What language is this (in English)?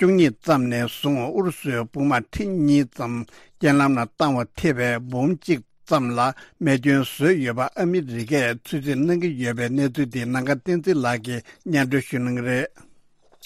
Tibetan